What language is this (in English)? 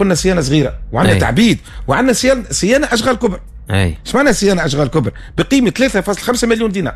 Tunisian Arabic